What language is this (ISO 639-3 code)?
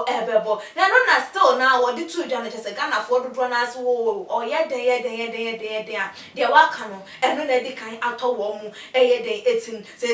aka